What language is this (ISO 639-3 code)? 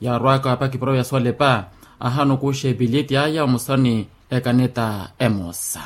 vmw